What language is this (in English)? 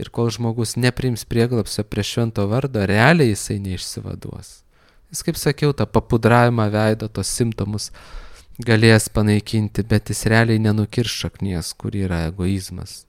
Lithuanian